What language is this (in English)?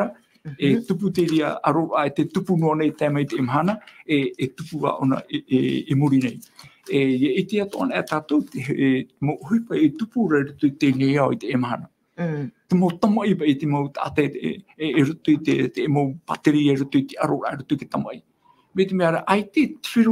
Tahitian